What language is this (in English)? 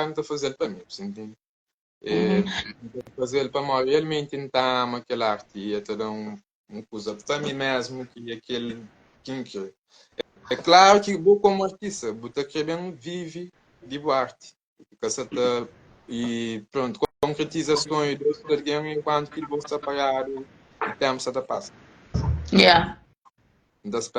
Kabuverdianu